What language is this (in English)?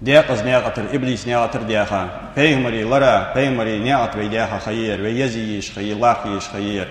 Ingush